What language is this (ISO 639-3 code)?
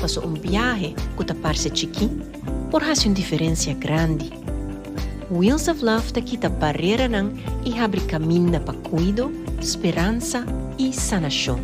pap